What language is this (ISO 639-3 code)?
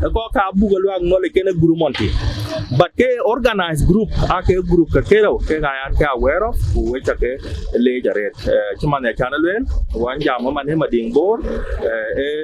din